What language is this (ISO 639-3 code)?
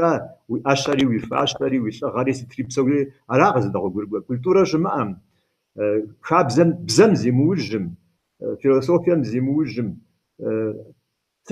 kbd